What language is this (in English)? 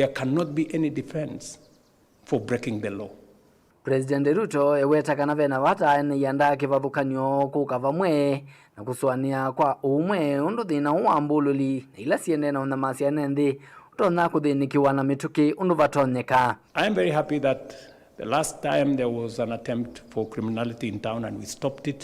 Kamba